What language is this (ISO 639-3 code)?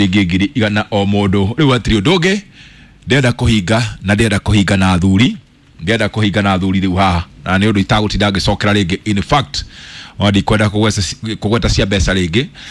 kik